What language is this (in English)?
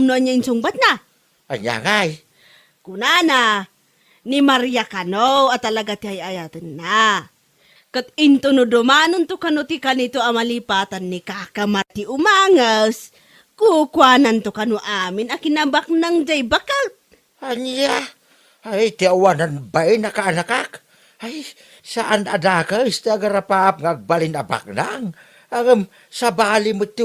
Iloko